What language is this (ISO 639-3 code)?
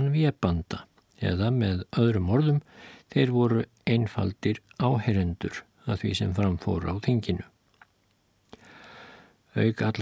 isl